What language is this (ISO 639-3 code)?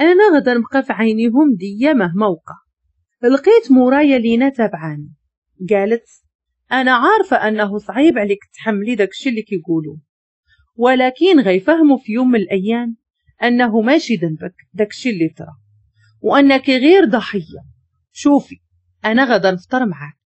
ary